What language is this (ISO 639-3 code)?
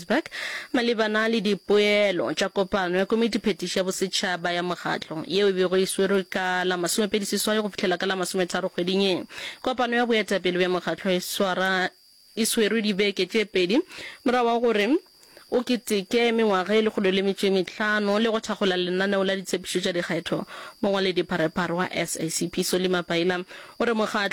nso